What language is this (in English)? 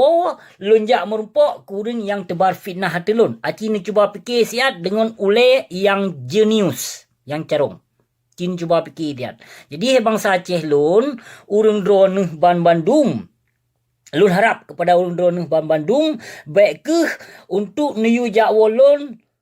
Achinese